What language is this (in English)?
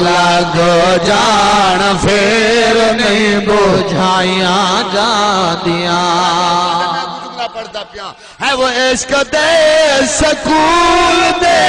Saraiki